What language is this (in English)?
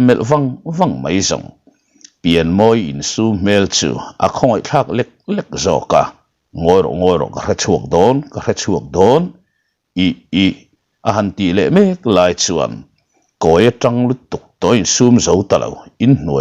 Mizo